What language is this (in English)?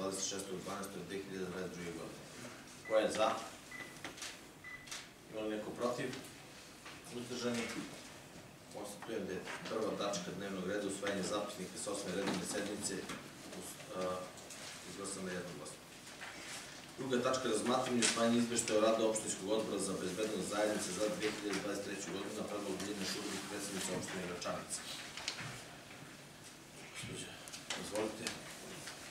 Serbian